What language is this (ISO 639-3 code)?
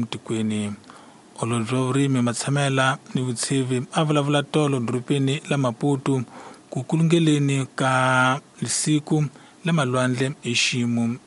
tso